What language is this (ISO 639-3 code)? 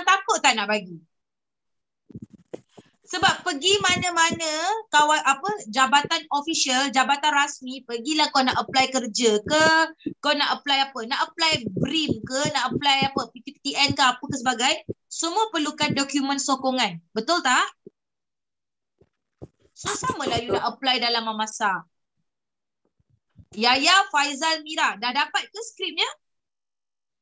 msa